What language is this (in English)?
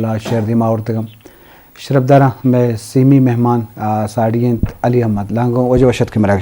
Eastern Balochi